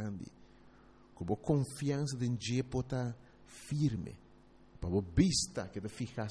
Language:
Papiamento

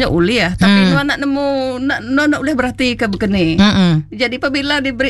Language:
Iban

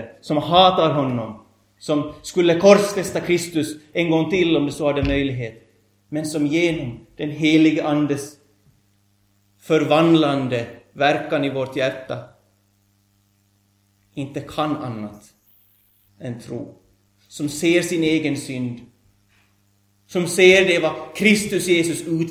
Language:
Swedish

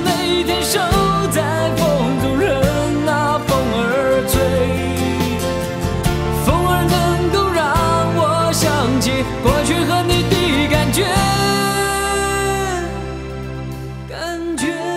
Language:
Chinese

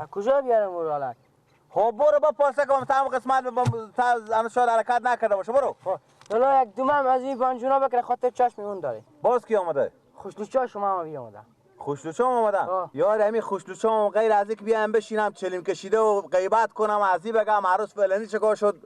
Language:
Persian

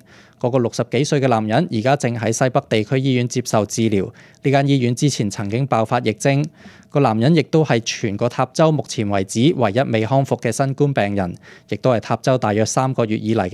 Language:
Cantonese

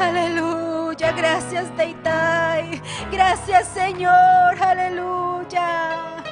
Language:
Ayacucho Quechua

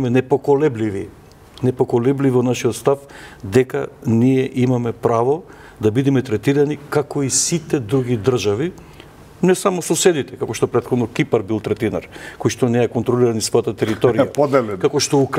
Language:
Macedonian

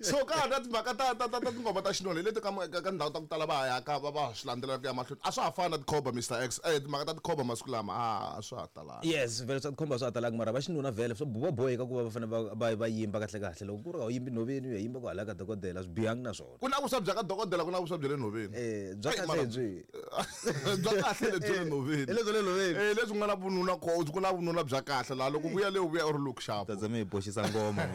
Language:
Tsonga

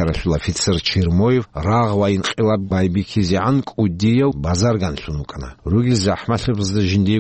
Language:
Avaric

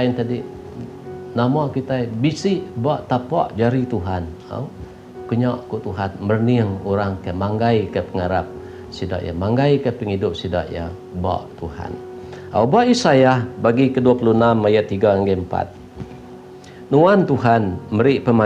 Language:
Iban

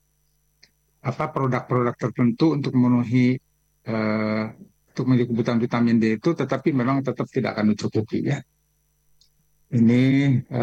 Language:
Indonesian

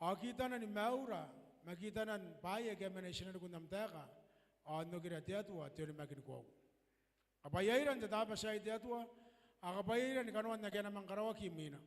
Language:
Gilbertese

